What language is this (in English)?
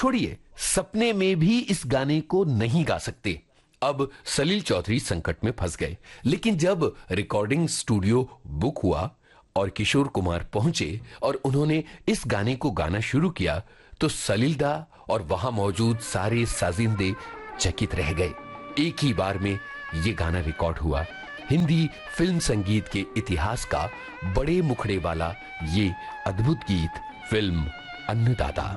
Hindi